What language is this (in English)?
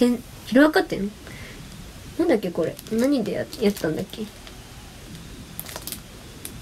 Japanese